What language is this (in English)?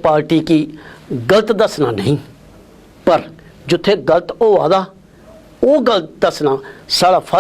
Dogri